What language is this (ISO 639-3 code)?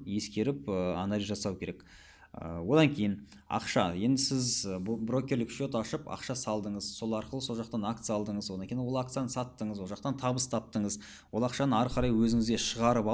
kaz